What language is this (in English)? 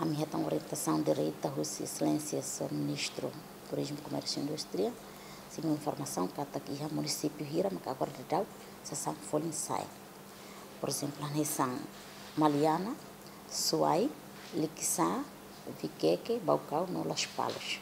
Tetum